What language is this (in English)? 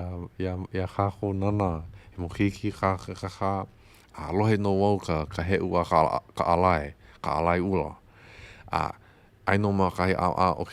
Hawaiian